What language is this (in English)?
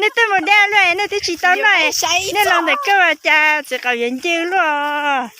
Hmong